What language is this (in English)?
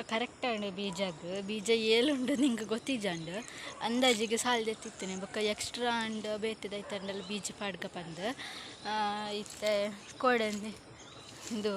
Tulu